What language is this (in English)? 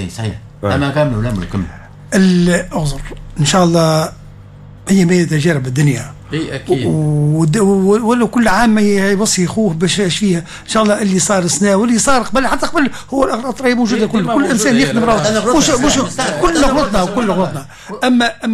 Tunisian Arabic